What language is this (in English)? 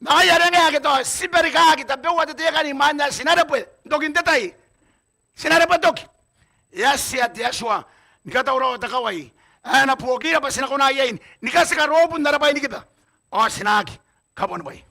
Gilbertese